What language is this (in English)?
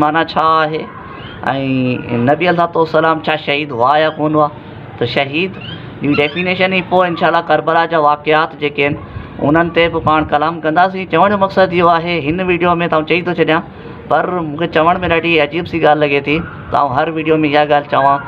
Sindhi